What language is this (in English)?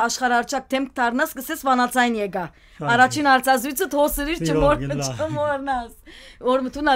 Western Armenian